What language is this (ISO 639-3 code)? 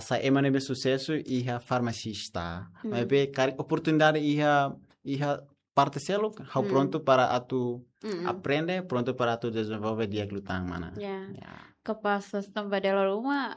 tet